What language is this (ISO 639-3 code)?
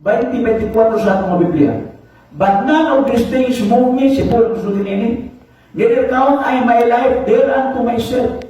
ceb